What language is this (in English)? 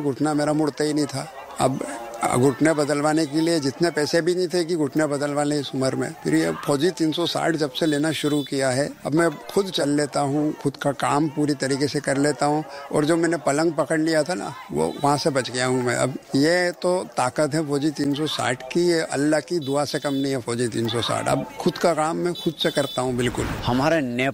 Hindi